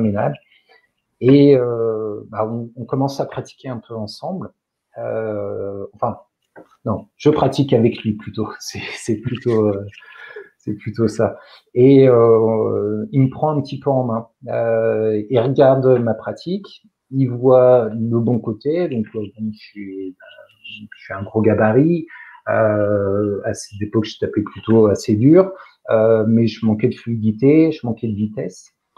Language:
French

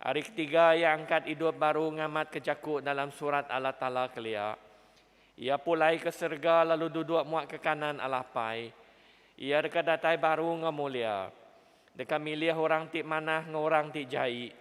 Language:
Iban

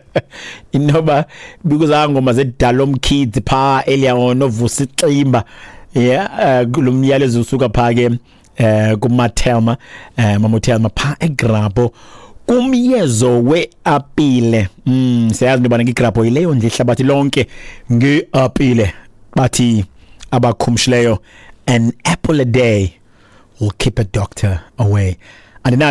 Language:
Xhosa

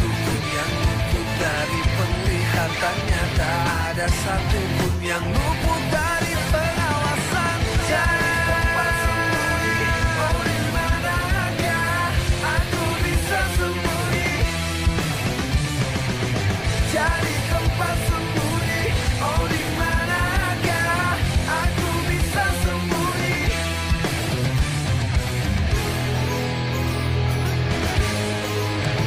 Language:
Indonesian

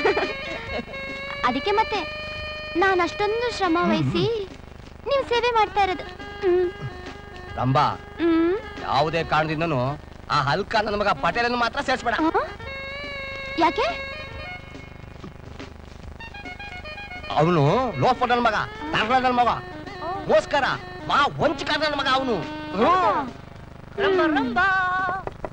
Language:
Kannada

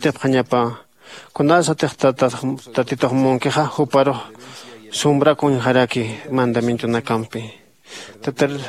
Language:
Aymara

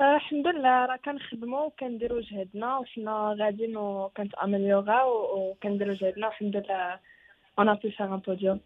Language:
Moroccan Arabic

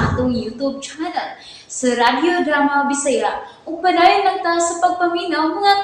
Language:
Cebuano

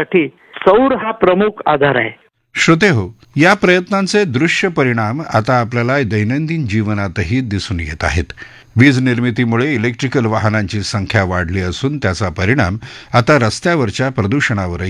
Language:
Marathi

